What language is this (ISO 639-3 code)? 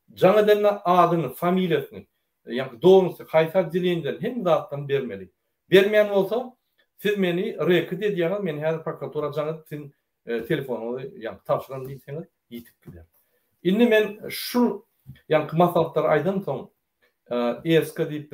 tuk